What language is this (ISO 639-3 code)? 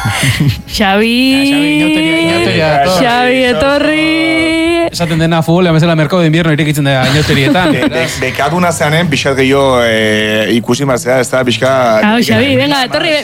eus